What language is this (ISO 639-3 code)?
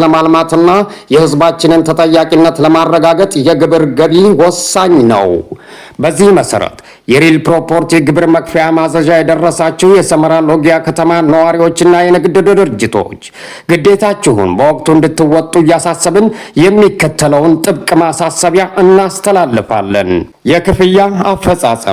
amh